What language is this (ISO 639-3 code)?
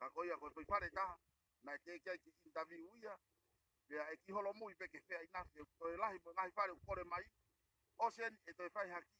ton